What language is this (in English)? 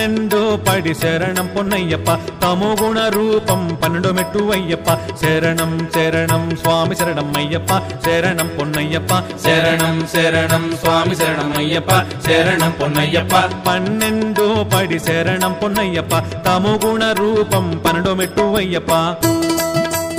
Telugu